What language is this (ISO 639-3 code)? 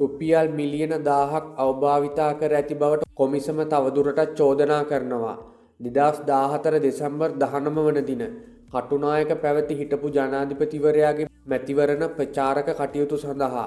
sin